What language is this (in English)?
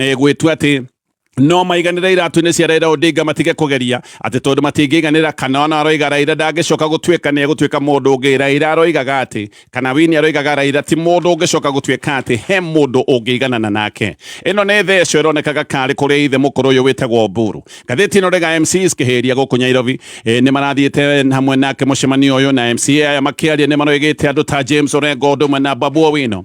Kikuyu